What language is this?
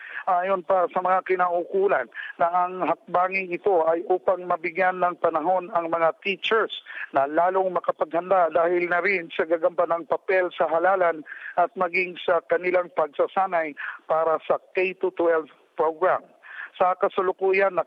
Filipino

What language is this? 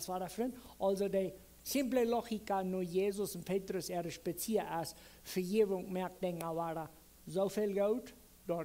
Plautdietsch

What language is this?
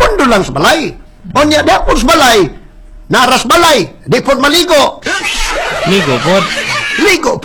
Cebuano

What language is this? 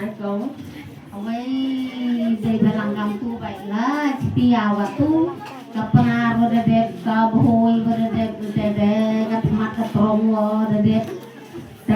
Khasi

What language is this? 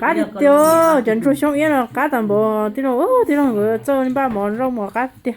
Hmong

